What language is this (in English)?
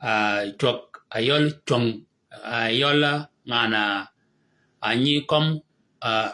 Shilluk